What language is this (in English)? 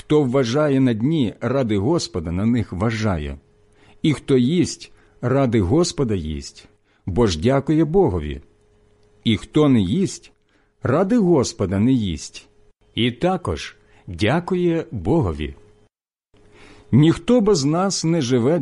Ukrainian